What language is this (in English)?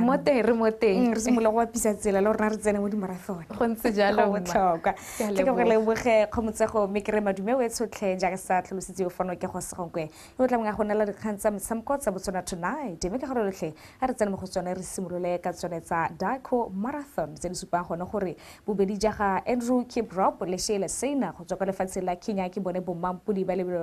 Tswana